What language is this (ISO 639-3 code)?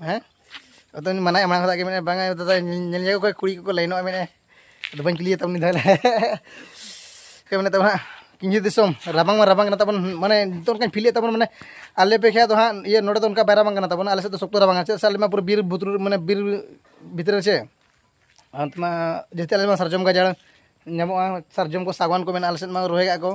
sat